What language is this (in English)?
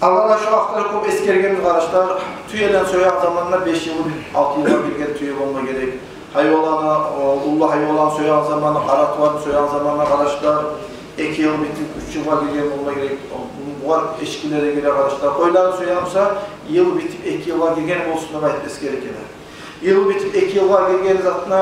Kumyk